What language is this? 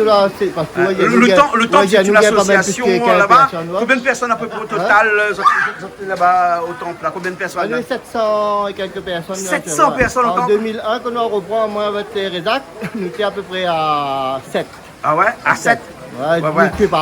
Réunion Creole French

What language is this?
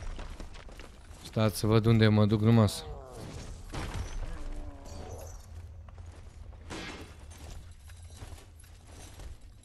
Romanian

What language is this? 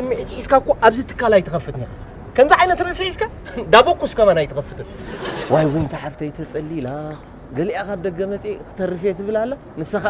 Tigrinya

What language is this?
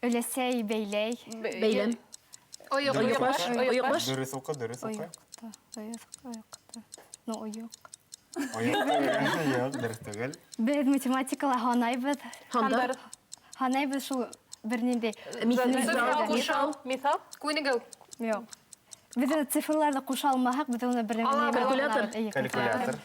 Bashkir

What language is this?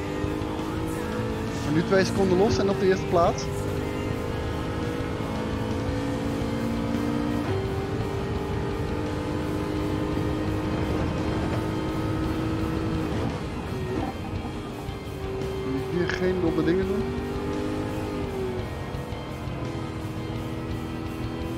Dutch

